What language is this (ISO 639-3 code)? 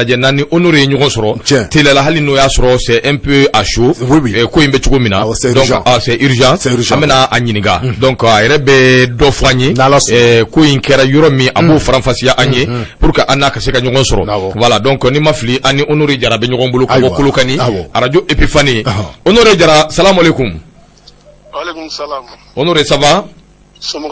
bam